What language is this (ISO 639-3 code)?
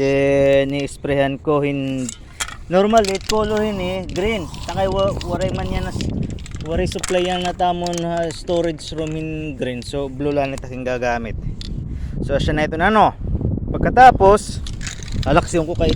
war